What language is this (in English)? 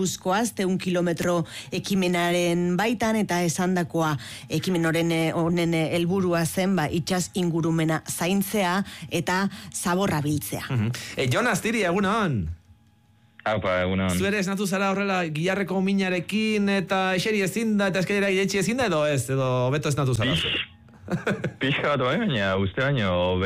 Basque